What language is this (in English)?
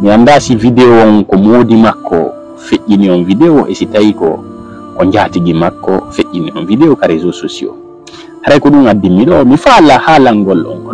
Fula